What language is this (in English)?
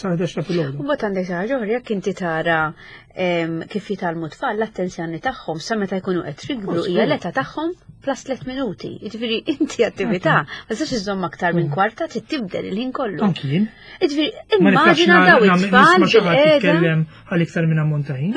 Maltese